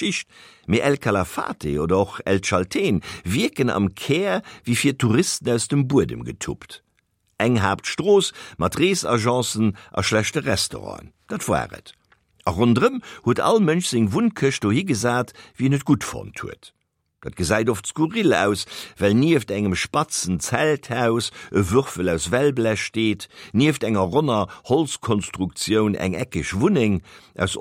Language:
Luxembourgish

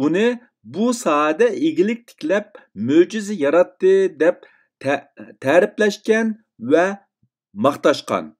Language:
Uyghur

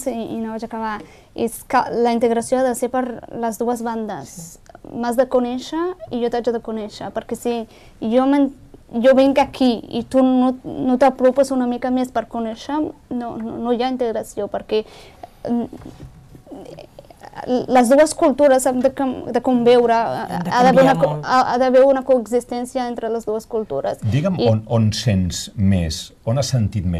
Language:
Catalan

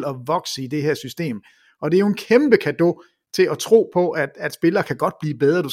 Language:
Danish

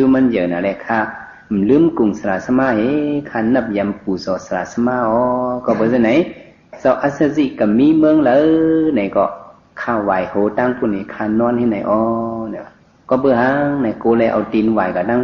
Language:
Shan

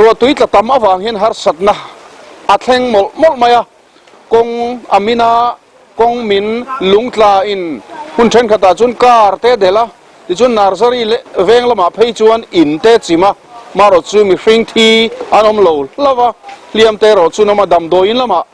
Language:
Mizo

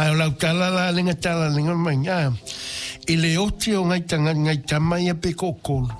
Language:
Samoan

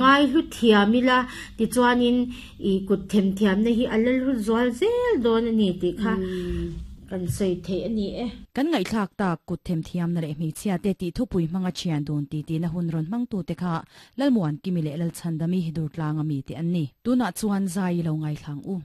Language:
Mizo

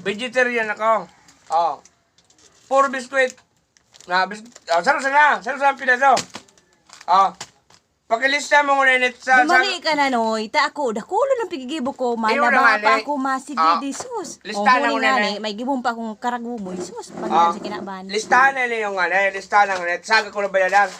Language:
Bikol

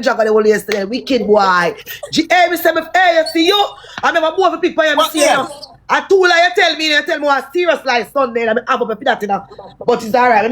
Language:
Jamaican Creole English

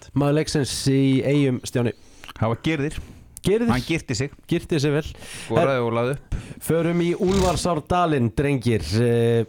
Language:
Icelandic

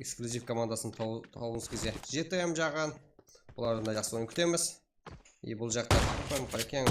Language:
Kara-Kalpak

